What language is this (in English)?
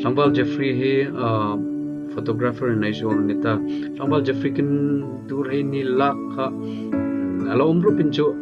Hmar